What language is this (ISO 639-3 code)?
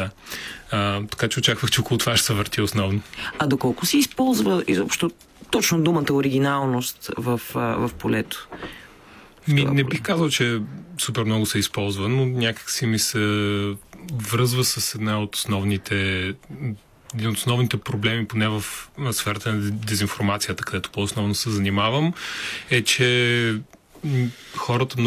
bul